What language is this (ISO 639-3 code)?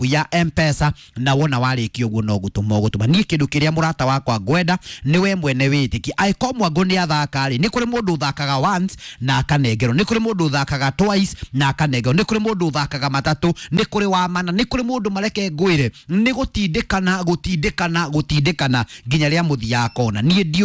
kik